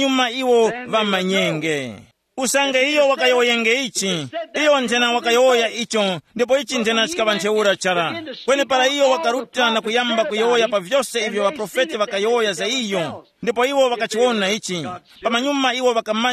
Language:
Tumbuka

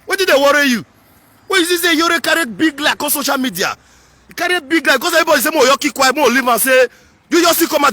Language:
Nigerian Pidgin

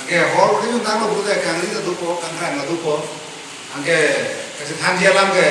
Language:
Karbi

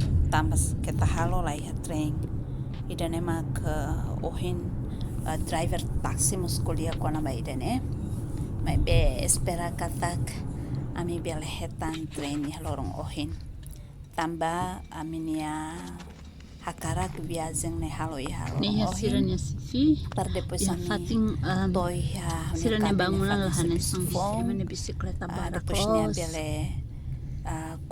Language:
Tetum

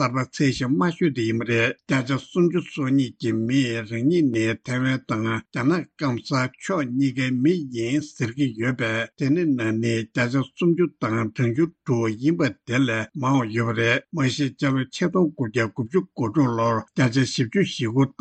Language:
Tibetan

